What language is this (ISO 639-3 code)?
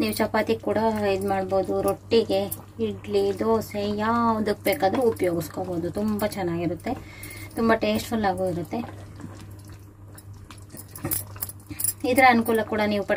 kan